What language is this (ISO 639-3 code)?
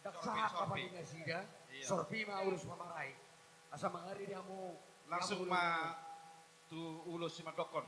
bbc